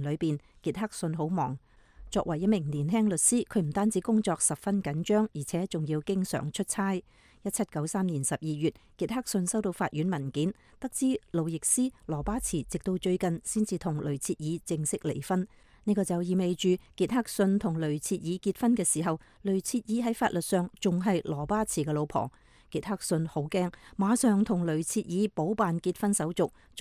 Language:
Cantonese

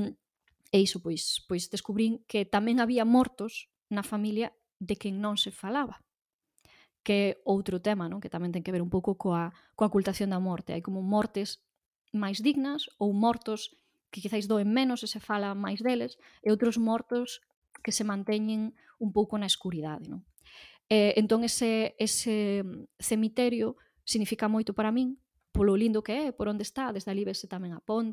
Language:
Galician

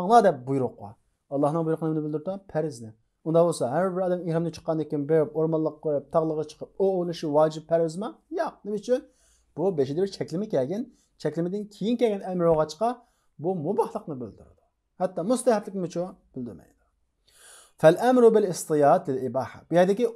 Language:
Uyghur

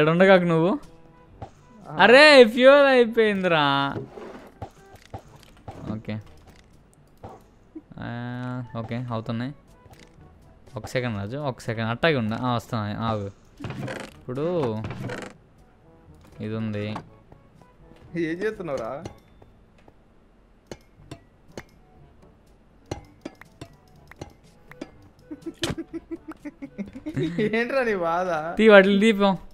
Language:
Telugu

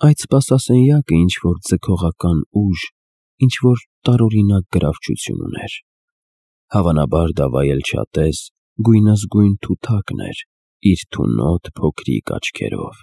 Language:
Armenian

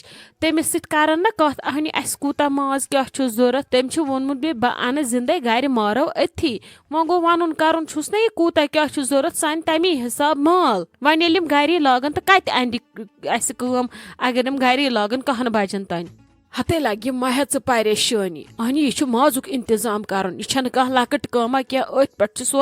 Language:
Kashmiri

